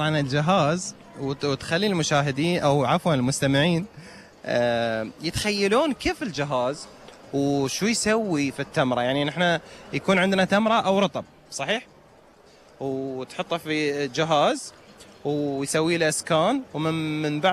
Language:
Gulf Arabic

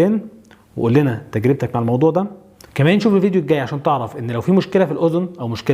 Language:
Egyptian Arabic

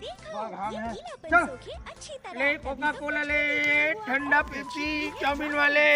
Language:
Chhattisgarhi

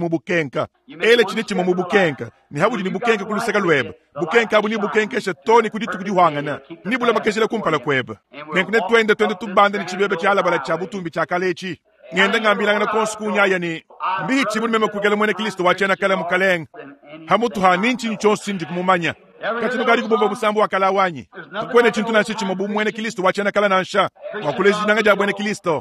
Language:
Luba-Lulua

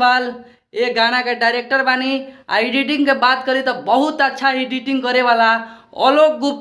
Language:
Bhojpuri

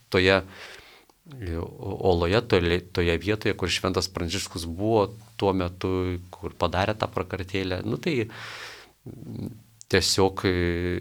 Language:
Lithuanian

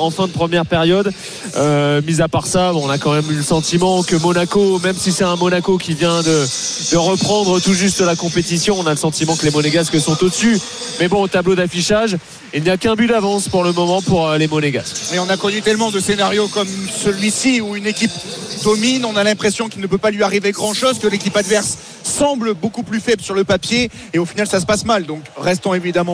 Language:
French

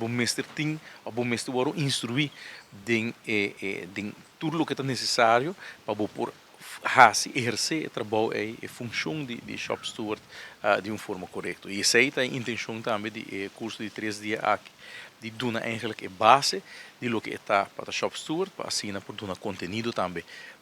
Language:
Papiamento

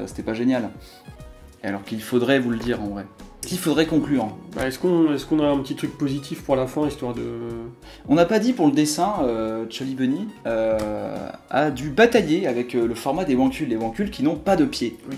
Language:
French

